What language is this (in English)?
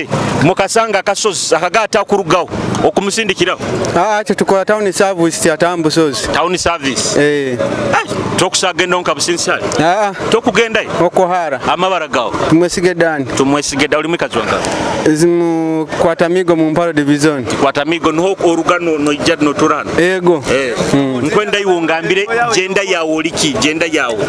Nyoro